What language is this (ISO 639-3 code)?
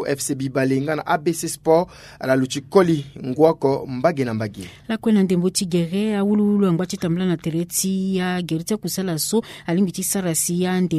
sag